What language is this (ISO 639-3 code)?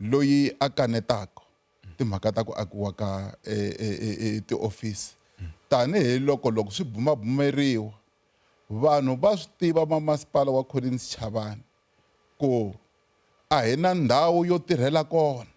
tso